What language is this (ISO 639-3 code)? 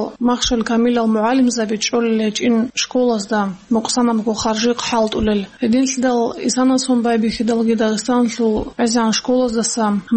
ava